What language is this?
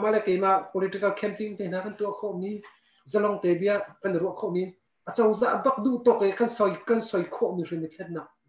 Hakha Chin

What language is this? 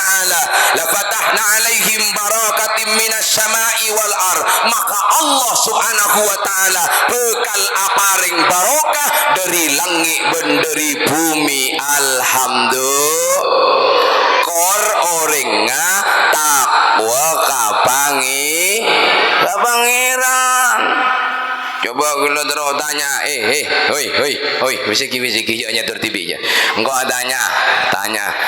Madurese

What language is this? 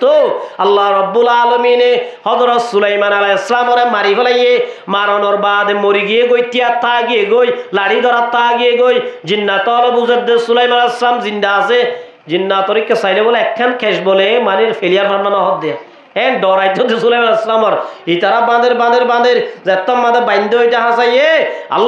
Rohingya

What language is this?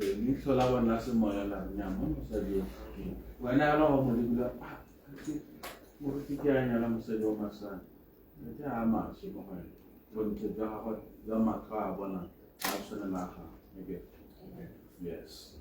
Tswana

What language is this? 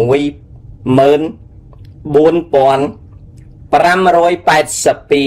Khmer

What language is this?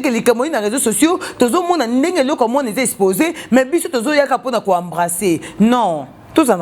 Lingala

